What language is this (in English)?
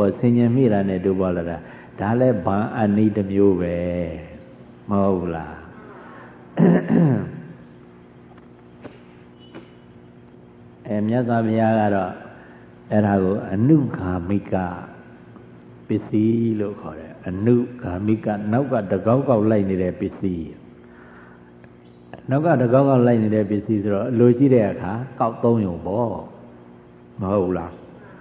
Burmese